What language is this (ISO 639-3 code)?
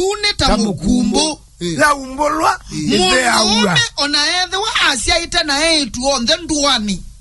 kam